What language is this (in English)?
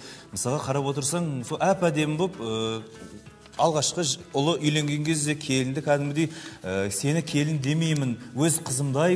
Kazakh